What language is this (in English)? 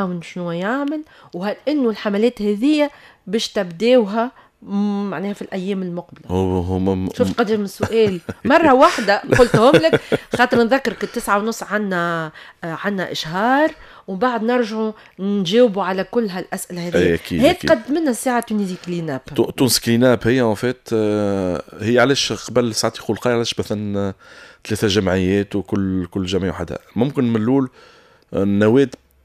Tunisian Arabic